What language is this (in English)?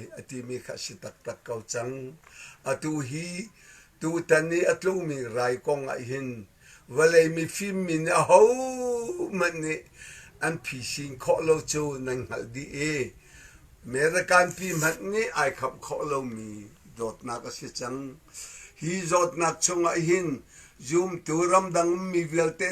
Hakha Chin